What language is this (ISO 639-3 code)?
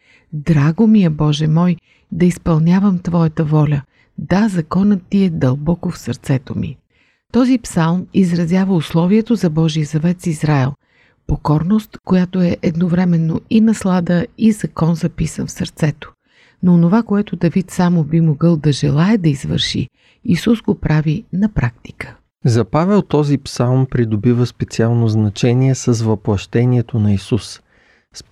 bul